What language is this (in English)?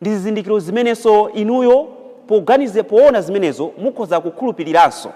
Nyanja